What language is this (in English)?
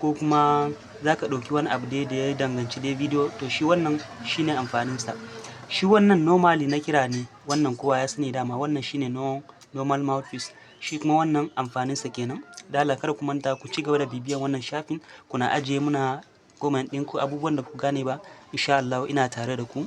Hausa